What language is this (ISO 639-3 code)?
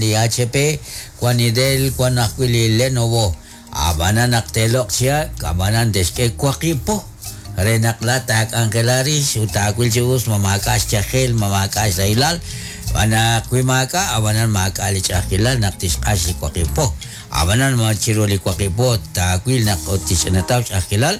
kek